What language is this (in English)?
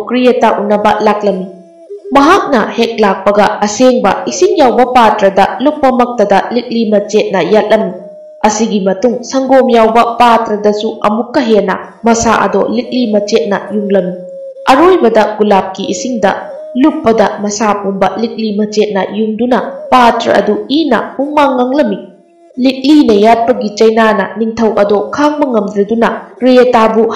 Manipuri